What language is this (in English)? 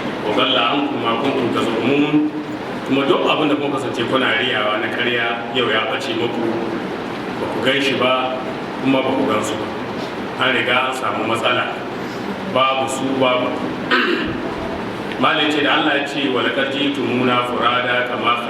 Hausa